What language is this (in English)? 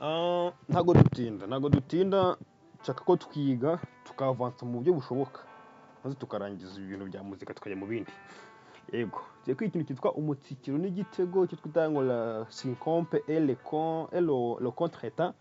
Kinyarwanda